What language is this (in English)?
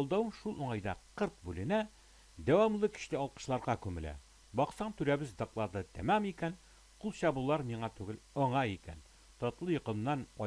Tatar